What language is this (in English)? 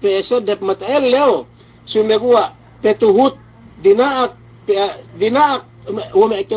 Yakan